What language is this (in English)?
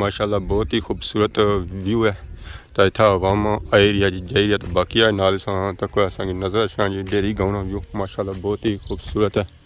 Pahari-Potwari